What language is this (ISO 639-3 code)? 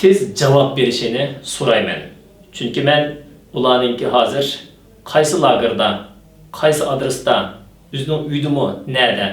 uig